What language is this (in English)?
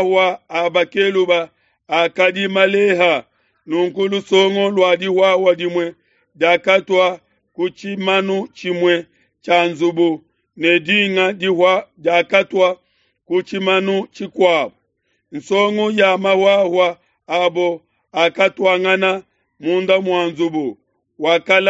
Luba-Lulua